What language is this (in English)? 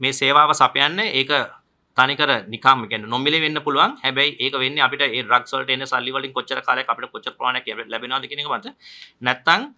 Sinhala